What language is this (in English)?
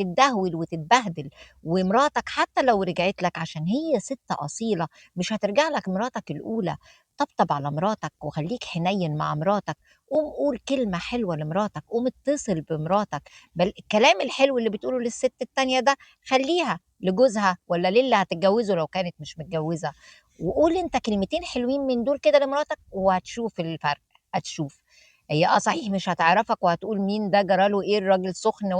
Egyptian Arabic